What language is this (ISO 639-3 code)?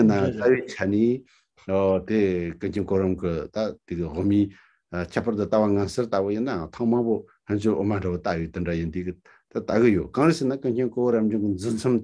bod